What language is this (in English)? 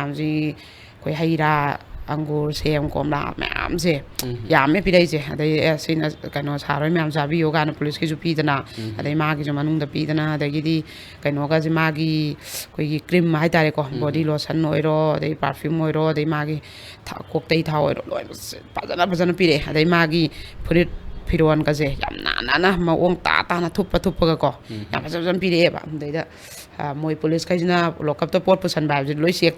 Manipuri